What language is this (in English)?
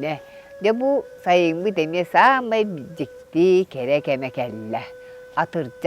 Yakut